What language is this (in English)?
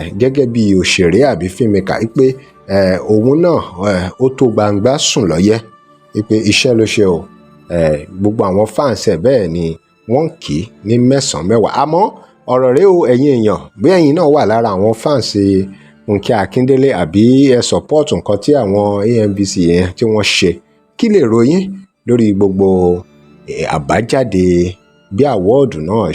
Yoruba